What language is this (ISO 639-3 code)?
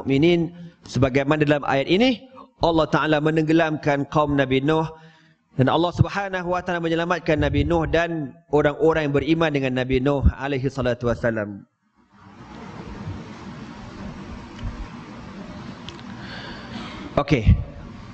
msa